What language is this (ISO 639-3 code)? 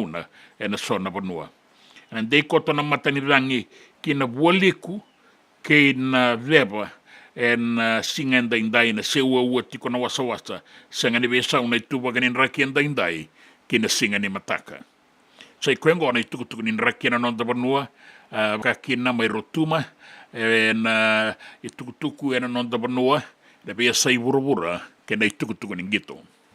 fij